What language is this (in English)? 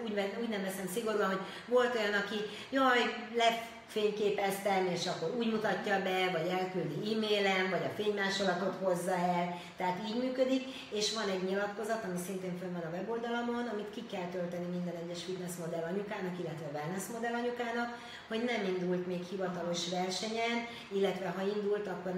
Hungarian